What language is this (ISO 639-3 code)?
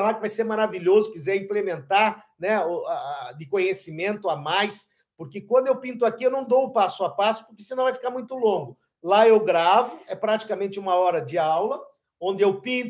por